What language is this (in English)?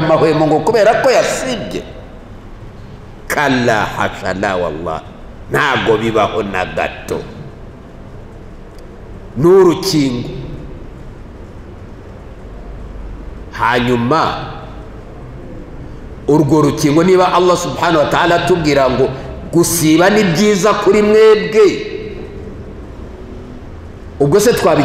Kinyarwanda